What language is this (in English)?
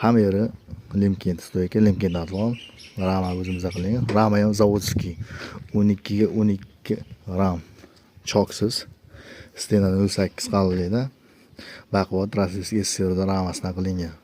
Uzbek